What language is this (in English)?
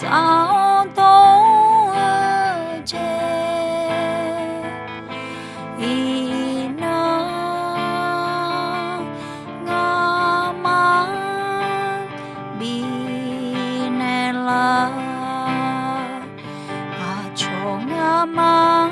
Akha